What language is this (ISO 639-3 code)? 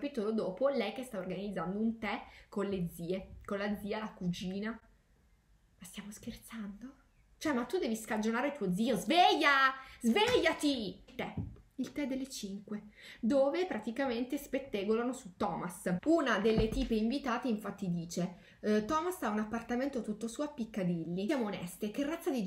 ita